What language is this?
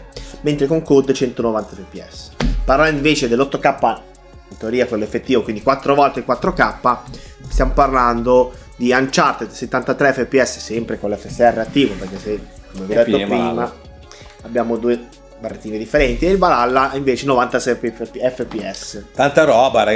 Italian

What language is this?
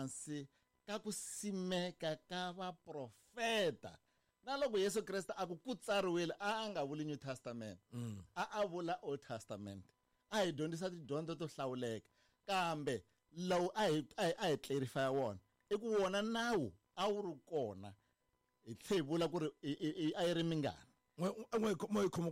Tsonga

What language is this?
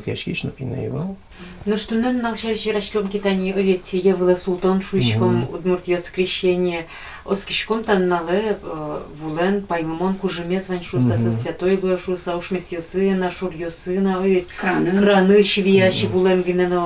Udmurt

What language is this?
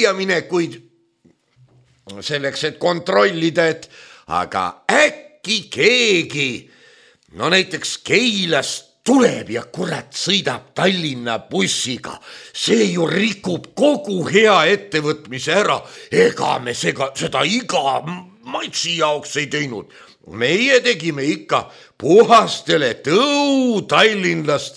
Estonian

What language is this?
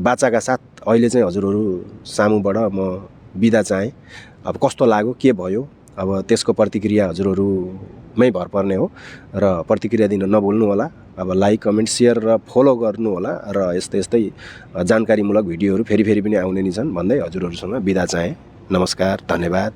Nepali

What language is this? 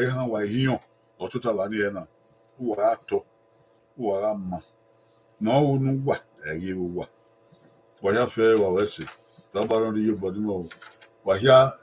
Bini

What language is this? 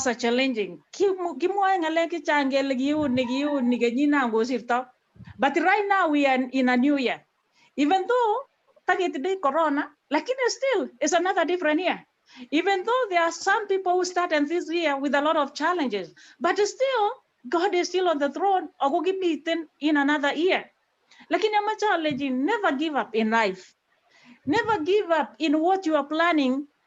Kalenjin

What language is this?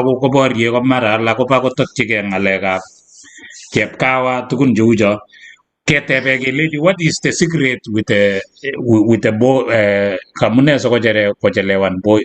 Kalenjin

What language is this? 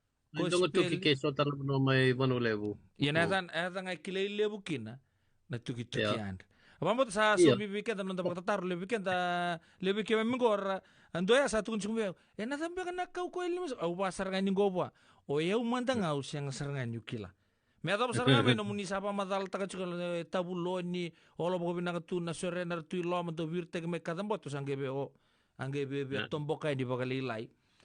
Fijian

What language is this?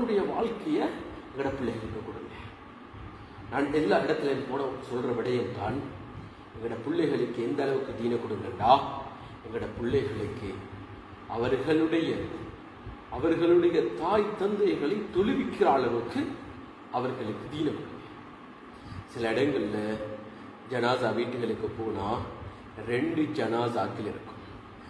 Tamil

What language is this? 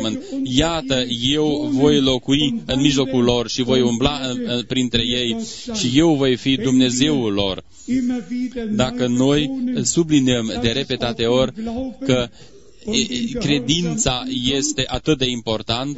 Romanian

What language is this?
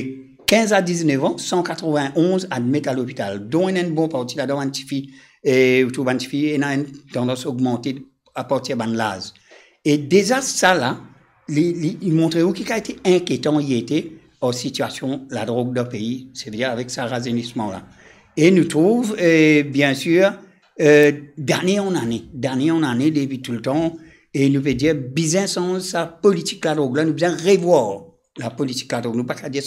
Morisyen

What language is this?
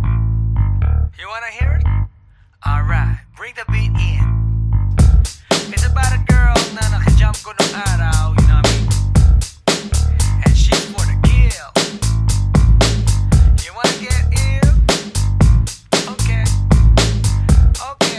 Filipino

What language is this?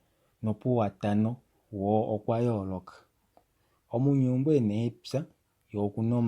Kuanyama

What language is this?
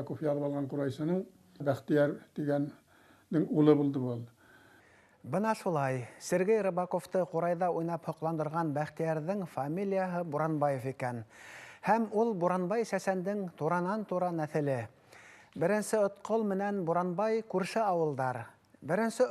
Bashkir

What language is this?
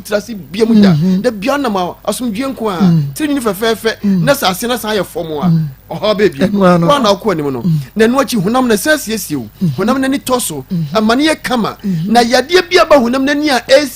Akan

